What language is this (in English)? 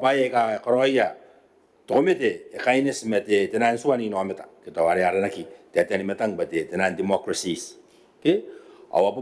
Gilbertese